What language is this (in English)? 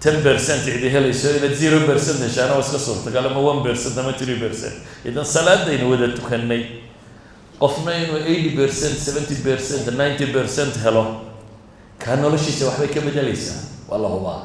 Somali